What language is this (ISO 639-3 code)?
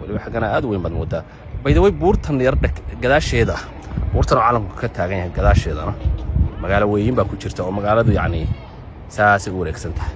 som